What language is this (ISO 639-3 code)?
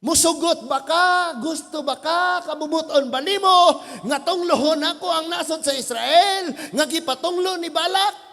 ceb